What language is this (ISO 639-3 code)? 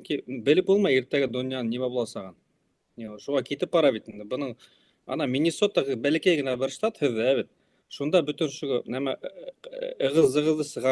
bak